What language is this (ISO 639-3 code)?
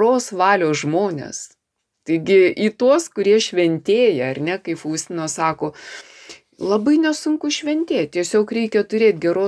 lit